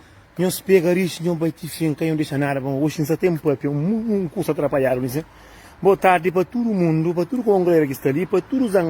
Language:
Kabuverdianu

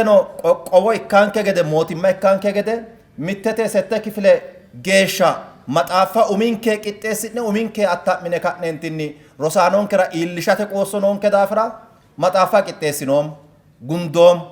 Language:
Sidamo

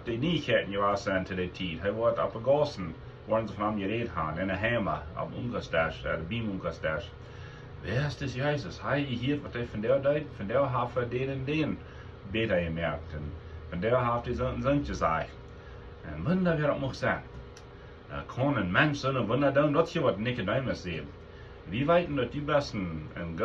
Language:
Plautdietsch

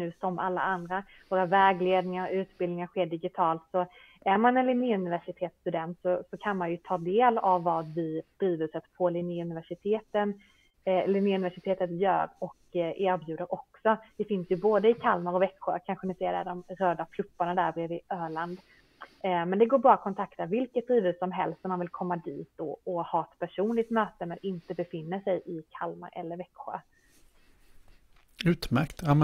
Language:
Swedish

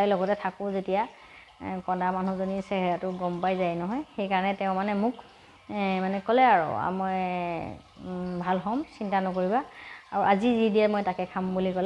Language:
Assamese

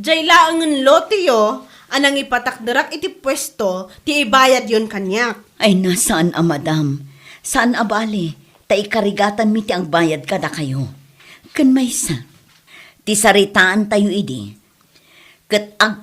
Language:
Iloko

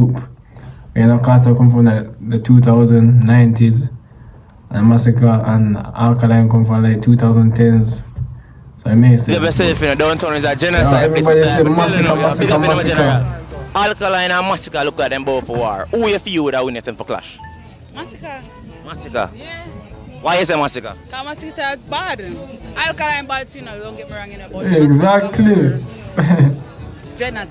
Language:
Jamaican Creole English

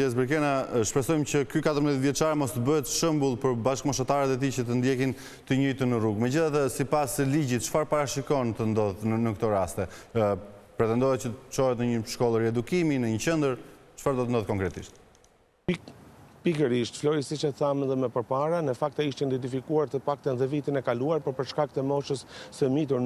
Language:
Albanian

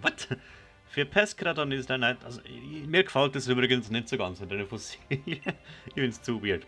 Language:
Swiss German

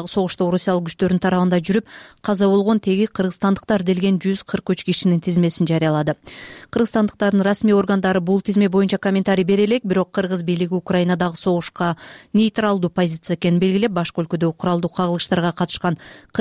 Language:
Kyrgyz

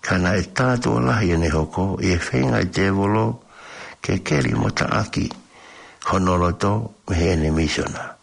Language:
Tongan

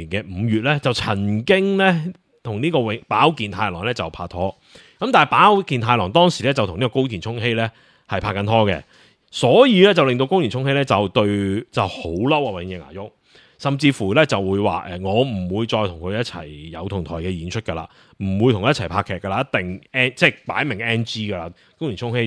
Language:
Cantonese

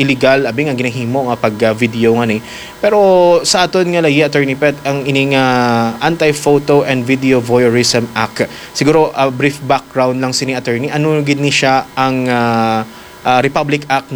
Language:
Hiligaynon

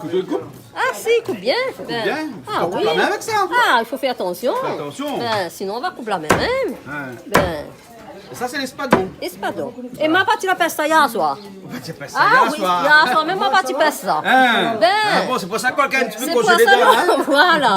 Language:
Réunion Creole French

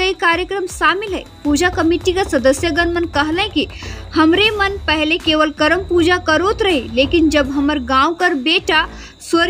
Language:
Sadri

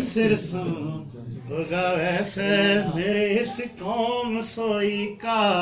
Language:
Haryanvi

